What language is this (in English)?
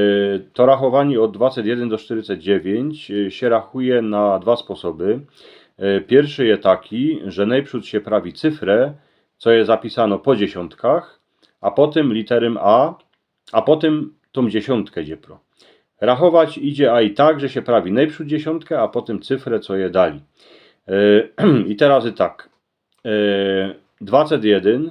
Silesian